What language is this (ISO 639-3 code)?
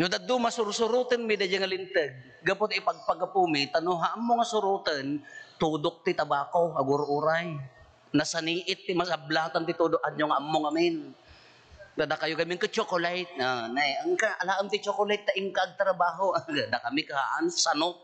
ilo